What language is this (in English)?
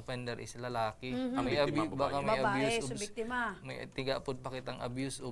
Bikol